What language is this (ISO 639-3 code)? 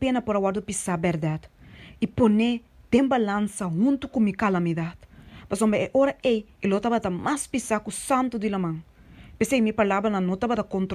pap